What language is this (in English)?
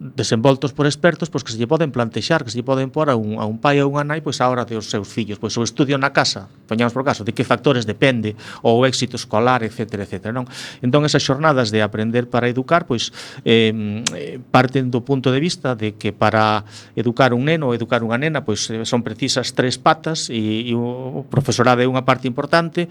Galician